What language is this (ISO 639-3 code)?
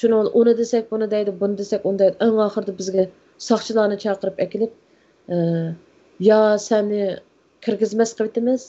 uig